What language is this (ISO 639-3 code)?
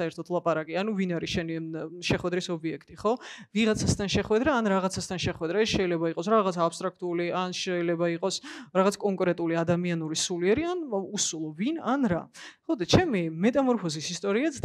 kat